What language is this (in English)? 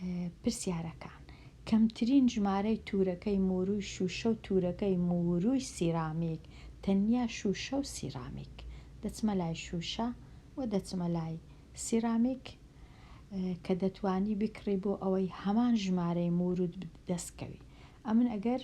Central Kurdish